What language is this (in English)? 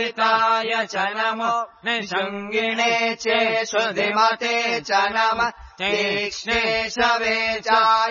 Sanskrit